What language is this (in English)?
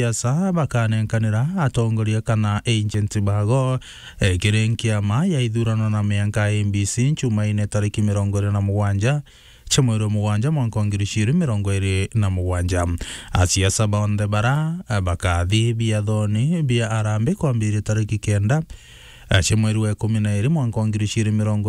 Meru